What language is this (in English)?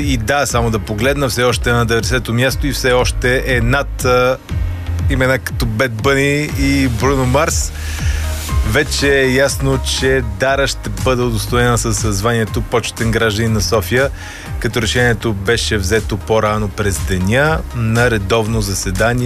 Bulgarian